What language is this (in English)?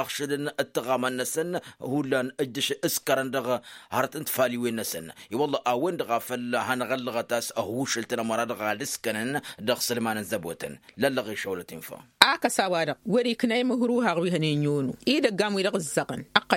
Tamasheq